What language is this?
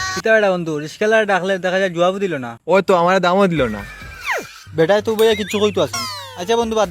Sylheti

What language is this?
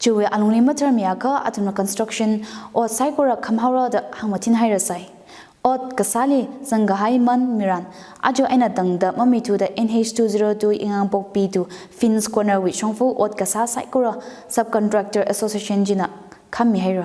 Tangkhul Naga (India)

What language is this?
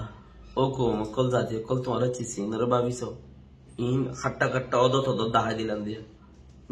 Rohingya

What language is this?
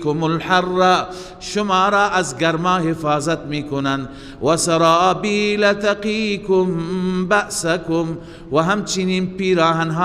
Persian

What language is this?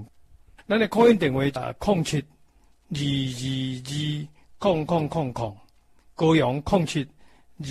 Min Nan Chinese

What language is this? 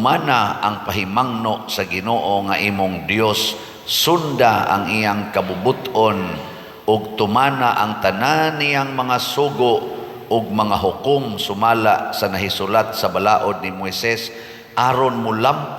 Cebuano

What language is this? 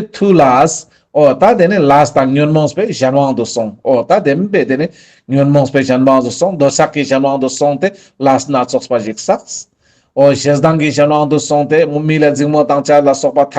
Ladakhi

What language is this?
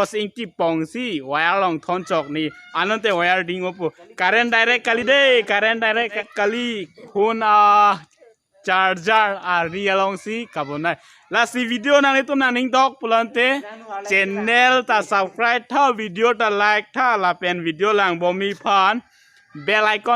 Karbi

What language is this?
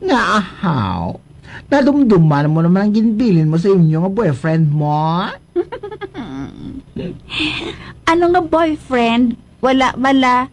Hiligaynon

